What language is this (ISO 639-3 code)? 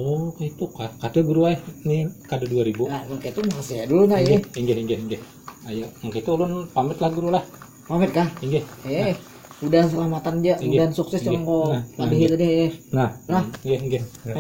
bjn